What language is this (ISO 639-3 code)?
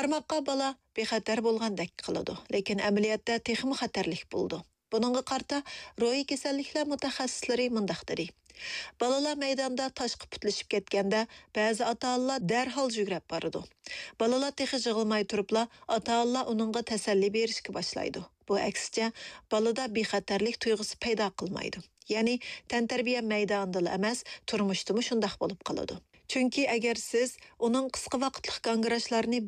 uig